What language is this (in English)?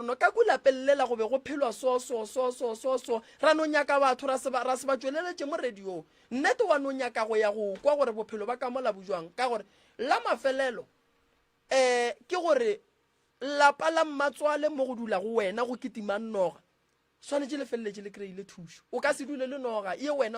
Northern Sotho